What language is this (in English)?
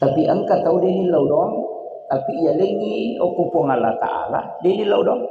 Buginese